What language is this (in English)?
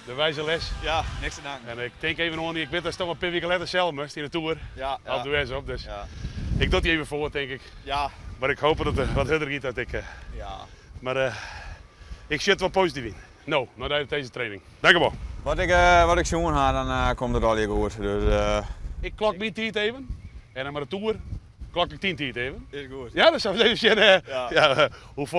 Western Frisian